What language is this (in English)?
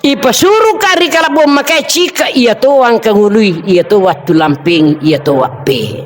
Buginese